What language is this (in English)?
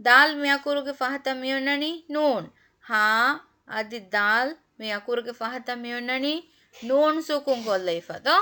Divehi